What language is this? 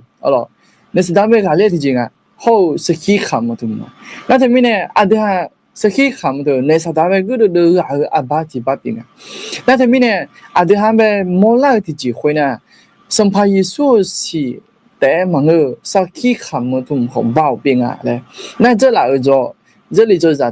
Akha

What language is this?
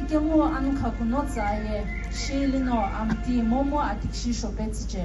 Sumi Naga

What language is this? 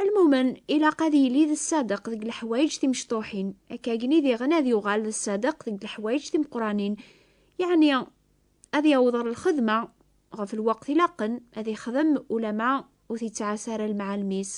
Kabyle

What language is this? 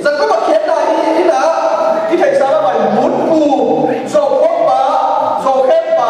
Tedim Chin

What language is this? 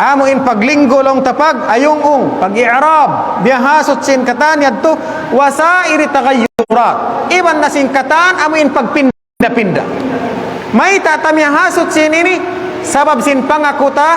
Tausug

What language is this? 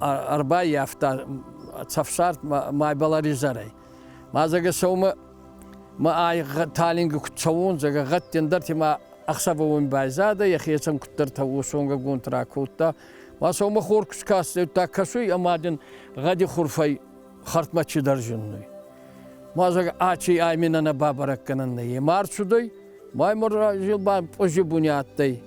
Ossetic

